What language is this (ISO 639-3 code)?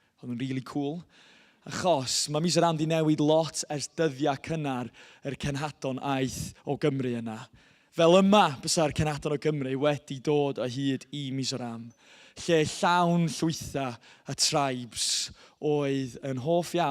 cym